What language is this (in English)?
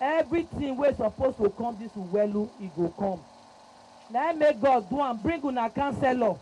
Nigerian Pidgin